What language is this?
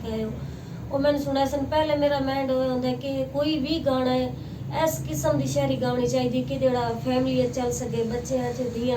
Saraiki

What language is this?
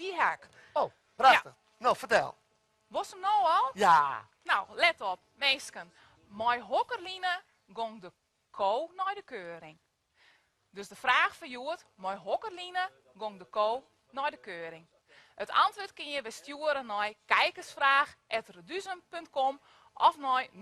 Western Frisian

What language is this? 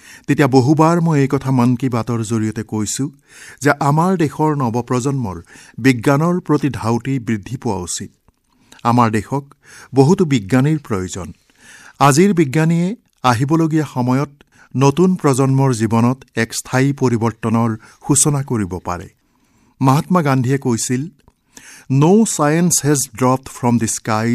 Assamese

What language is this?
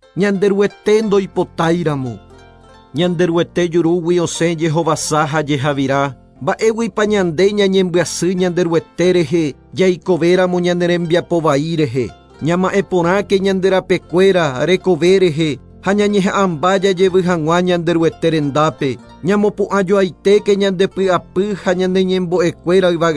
Guarani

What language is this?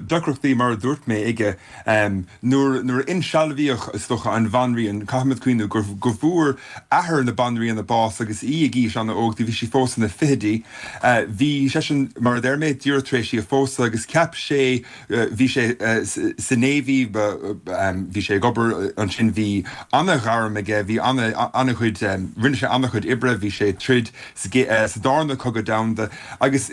Irish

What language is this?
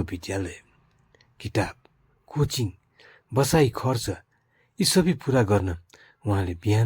Nepali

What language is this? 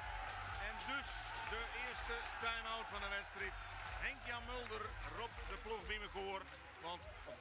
Western Frisian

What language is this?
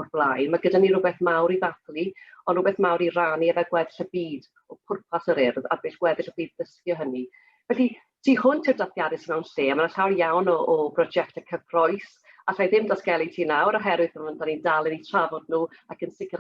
Welsh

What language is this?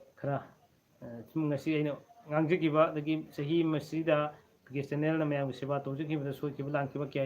Manipuri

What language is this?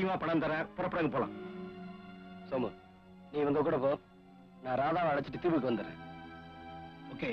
Tamil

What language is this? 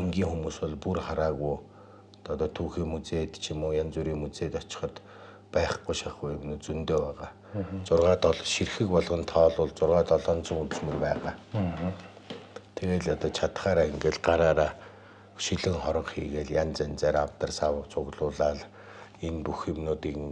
Mongolian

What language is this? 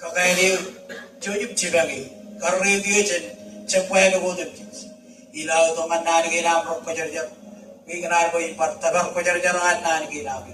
Marshallese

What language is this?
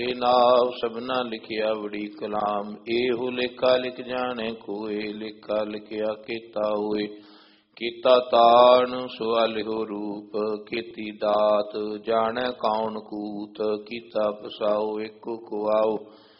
Punjabi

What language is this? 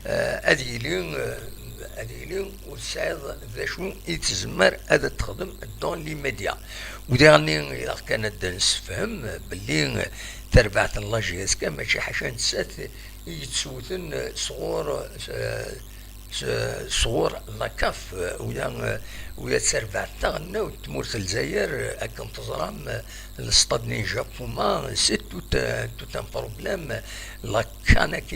Kabyle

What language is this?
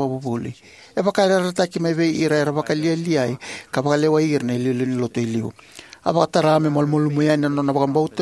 Fijian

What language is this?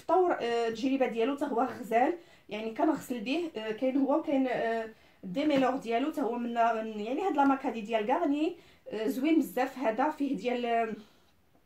Moroccan Arabic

